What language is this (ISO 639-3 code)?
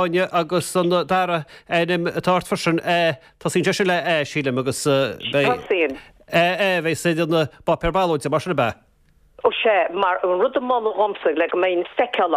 gle